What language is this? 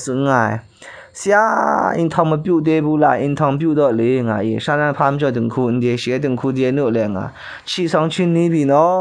Kachin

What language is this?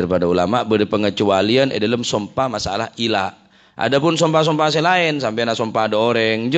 Madurese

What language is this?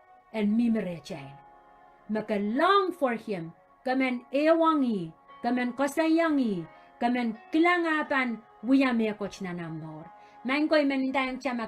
Pohnpeian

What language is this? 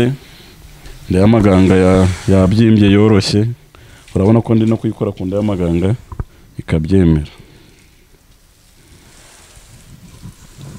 Kinyarwanda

